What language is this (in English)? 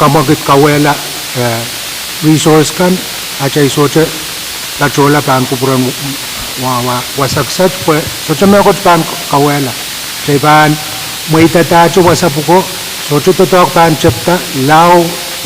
Pohnpeian